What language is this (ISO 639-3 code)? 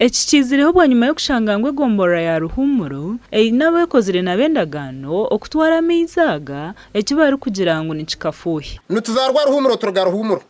nyn